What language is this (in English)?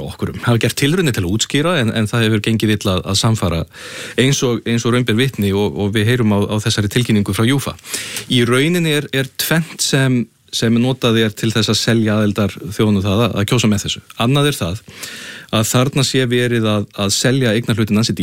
Icelandic